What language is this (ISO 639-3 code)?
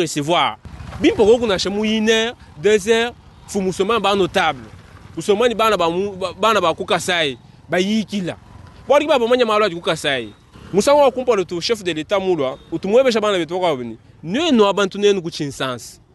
lua